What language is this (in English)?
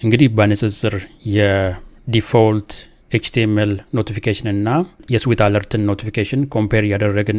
Amharic